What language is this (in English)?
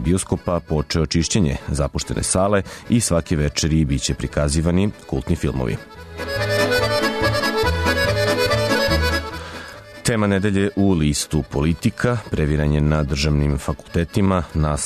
Serbian